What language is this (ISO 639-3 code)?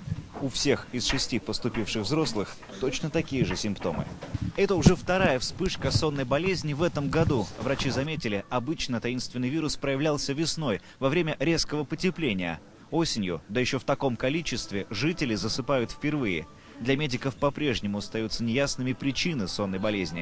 rus